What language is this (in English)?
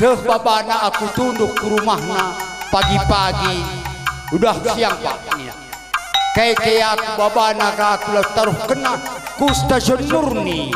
Batak Karo